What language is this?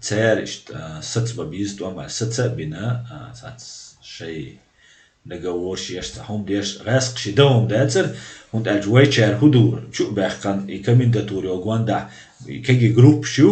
Chechen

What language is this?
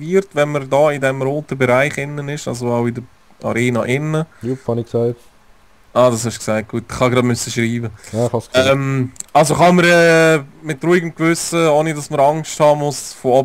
Swiss German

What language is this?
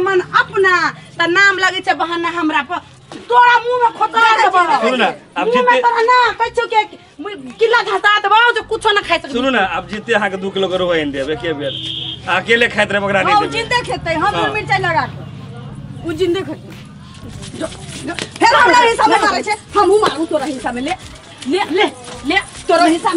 Maithili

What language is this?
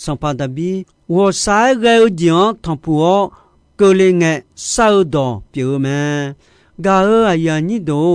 Akha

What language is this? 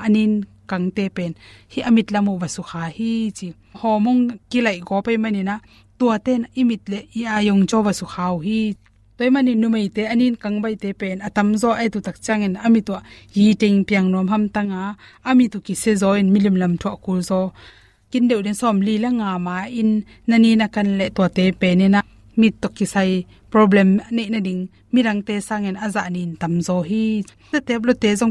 Tedim Chin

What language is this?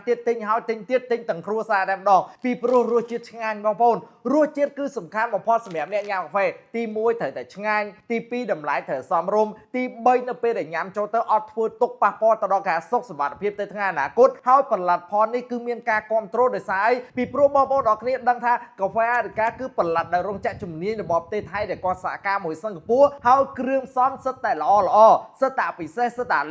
Khmer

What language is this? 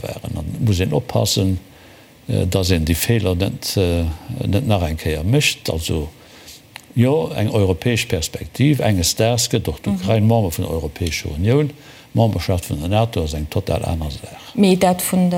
Luxembourgish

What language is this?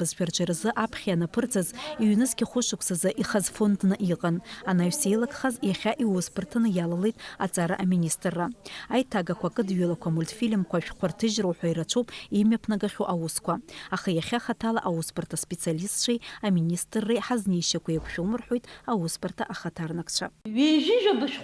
Abkhazian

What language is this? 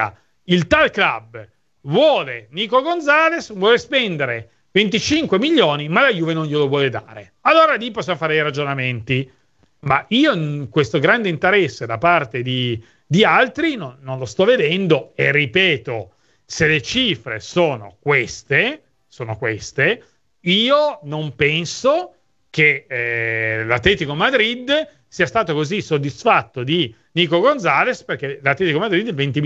Italian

